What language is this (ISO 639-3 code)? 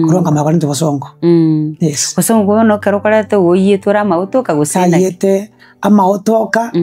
guz